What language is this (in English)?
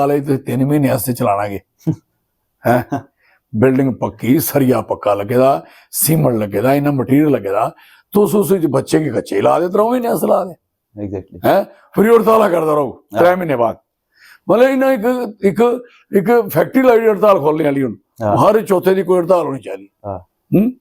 Dogri